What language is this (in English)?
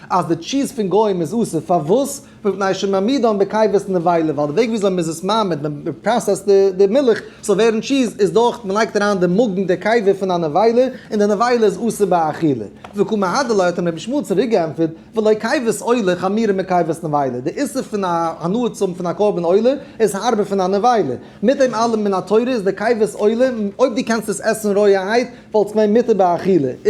Yiddish